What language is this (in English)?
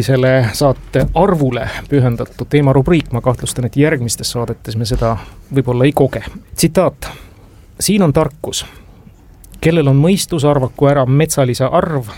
Estonian